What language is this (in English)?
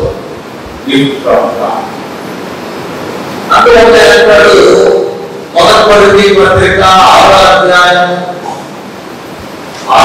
Telugu